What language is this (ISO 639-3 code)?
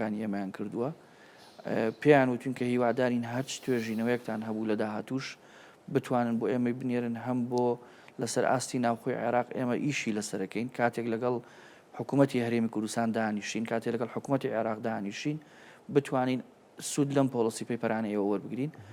ckb